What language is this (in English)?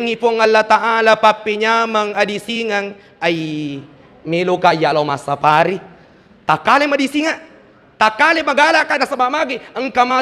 Buginese